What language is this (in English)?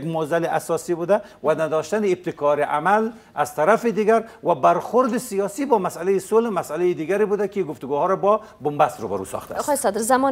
Persian